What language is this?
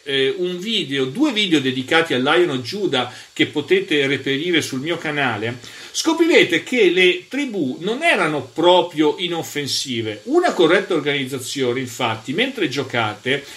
Italian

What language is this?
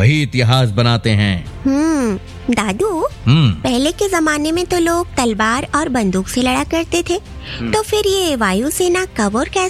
Hindi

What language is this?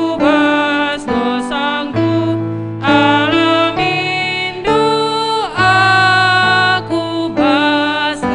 Batak Karo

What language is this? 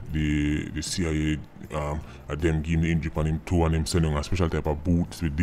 Jamaican Creole English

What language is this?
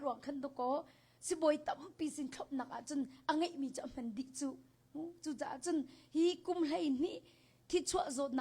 Hakha Chin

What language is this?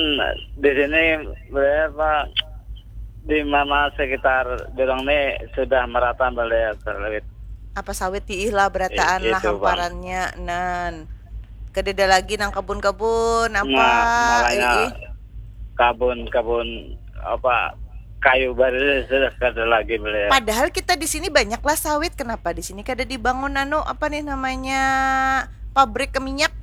Banjar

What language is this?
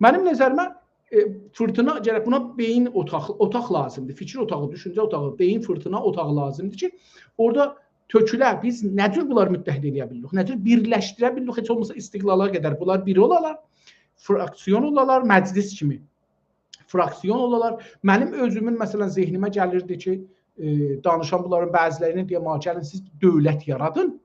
South Azerbaijani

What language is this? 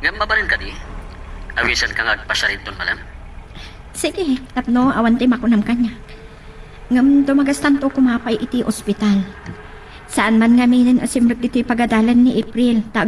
Iloko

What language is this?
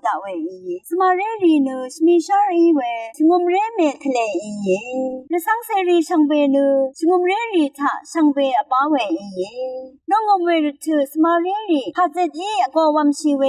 Rawang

